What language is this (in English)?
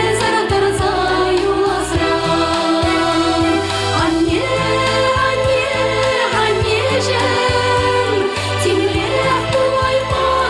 Chuvash